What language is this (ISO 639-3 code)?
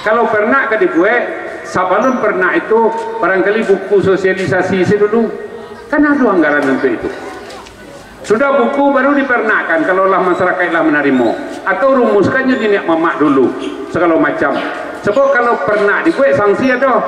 min